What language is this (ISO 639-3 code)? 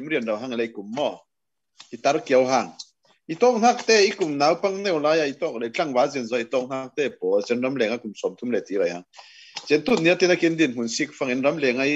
cfm